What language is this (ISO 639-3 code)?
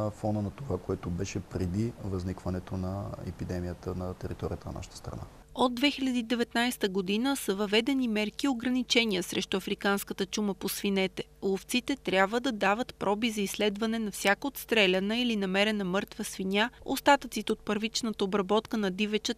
bul